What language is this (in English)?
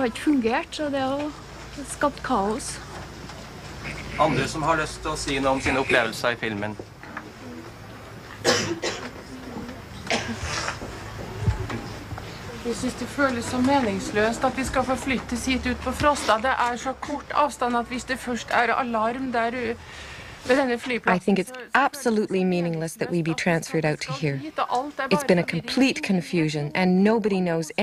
Norwegian